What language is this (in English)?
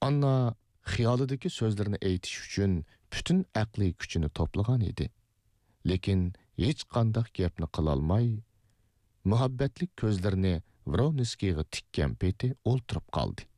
Uyghur